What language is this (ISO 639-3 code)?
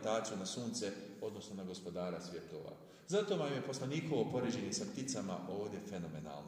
bos